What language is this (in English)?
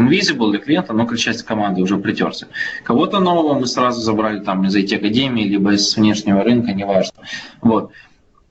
Russian